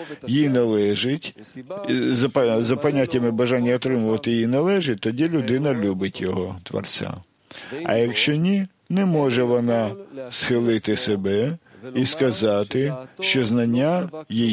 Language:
Ukrainian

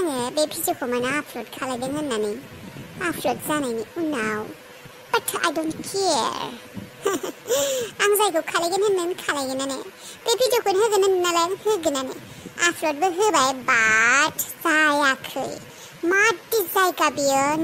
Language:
Bodo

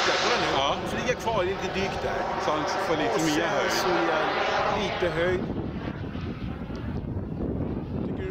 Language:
Swedish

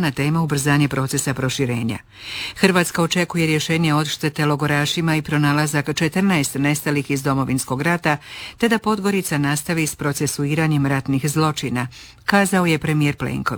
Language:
Croatian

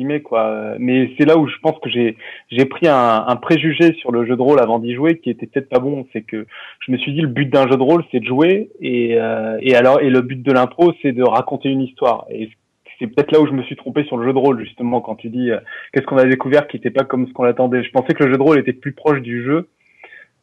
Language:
French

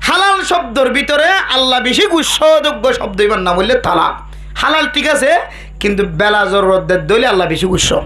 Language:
Rohingya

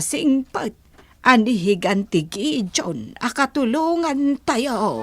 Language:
Iloko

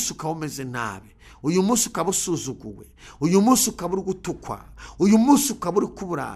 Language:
Kinyarwanda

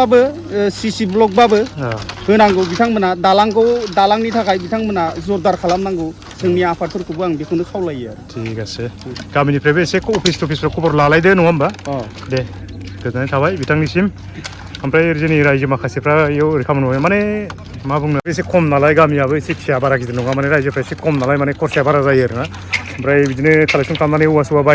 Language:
Bodo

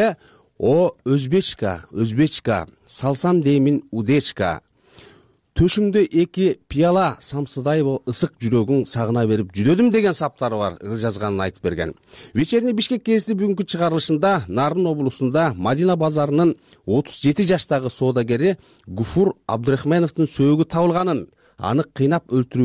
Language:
Kyrgyz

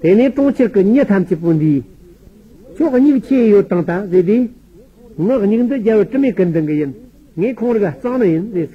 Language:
Tibetan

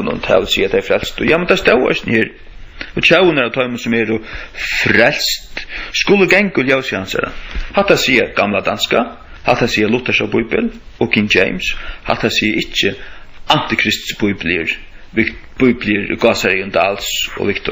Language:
Faroese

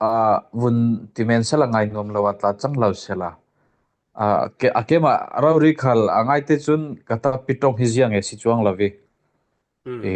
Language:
Falam Chin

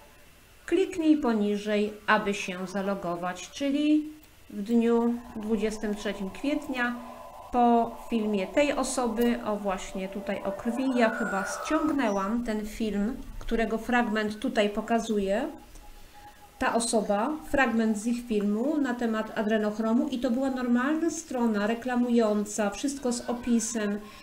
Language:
Polish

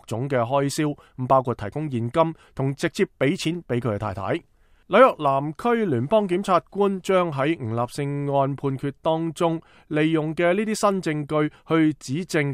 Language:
Cantonese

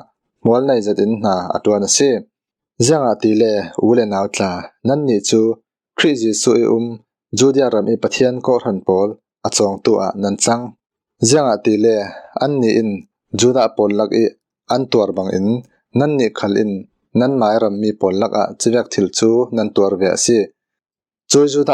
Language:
Falam Chin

